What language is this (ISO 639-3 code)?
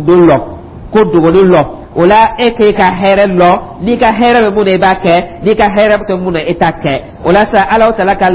dyu